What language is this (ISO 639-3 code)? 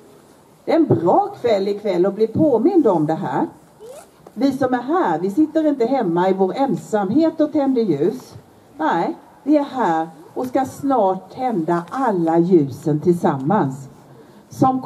swe